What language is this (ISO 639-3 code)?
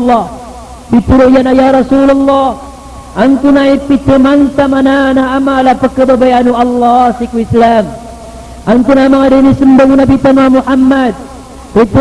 mrw